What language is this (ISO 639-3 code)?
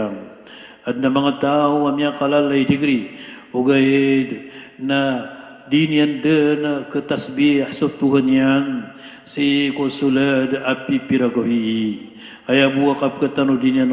mrw